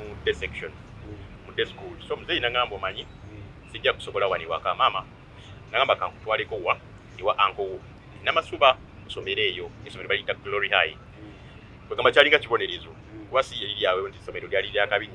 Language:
Ganda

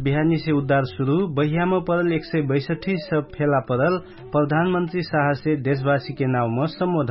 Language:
Dangaura Tharu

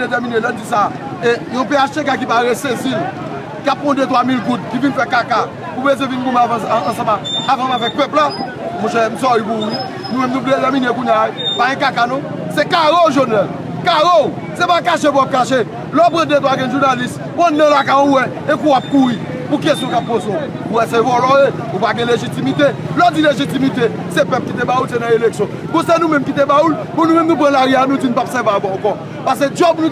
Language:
Haitian Creole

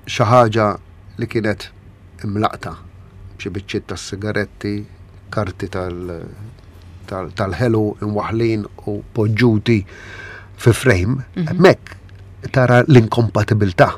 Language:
Maltese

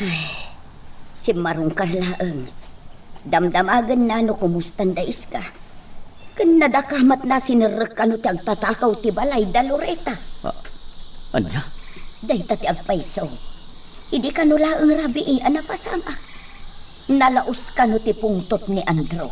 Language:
Iloko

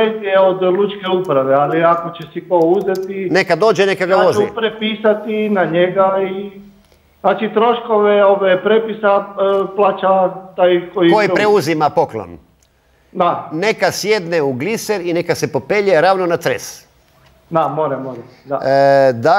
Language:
Croatian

